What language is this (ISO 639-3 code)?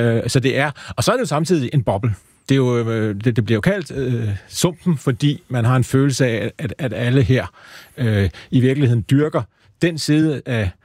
dan